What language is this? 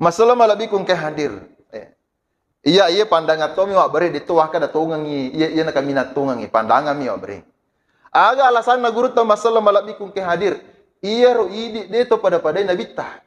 Buginese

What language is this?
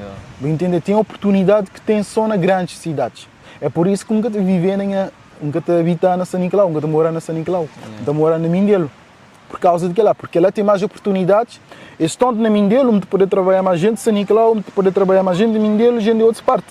Kabuverdianu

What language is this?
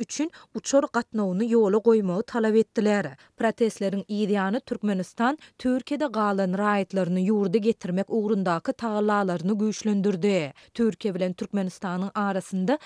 Turkmen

